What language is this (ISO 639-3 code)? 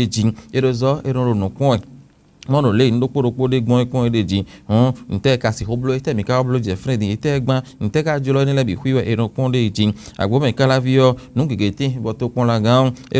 fon